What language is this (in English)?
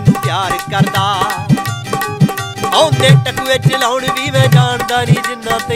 Punjabi